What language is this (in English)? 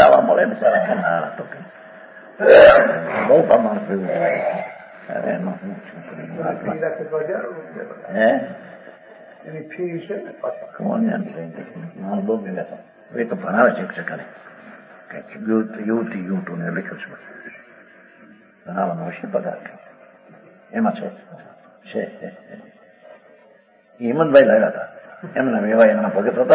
Gujarati